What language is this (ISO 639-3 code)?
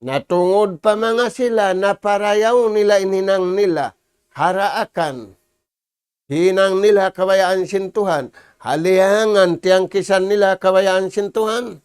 tsg